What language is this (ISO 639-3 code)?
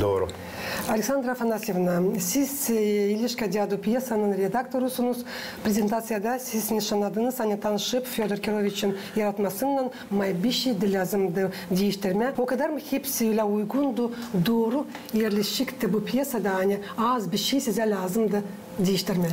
gag